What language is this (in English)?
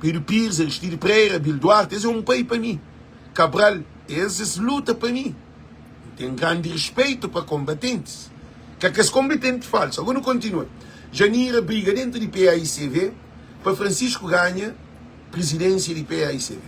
Kabuverdianu